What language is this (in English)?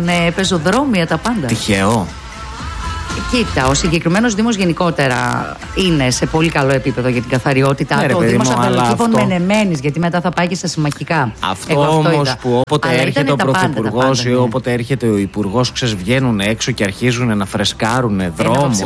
Greek